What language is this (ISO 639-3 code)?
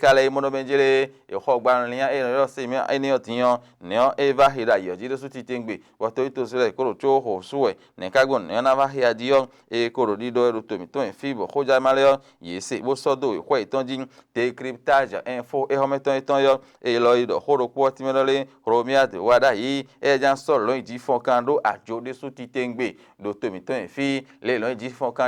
fon